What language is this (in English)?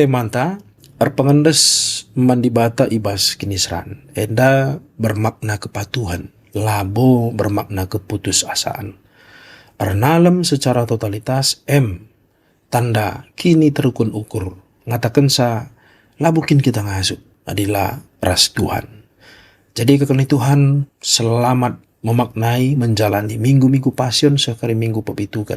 Batak Karo